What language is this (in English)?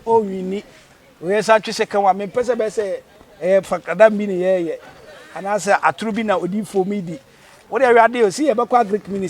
Akan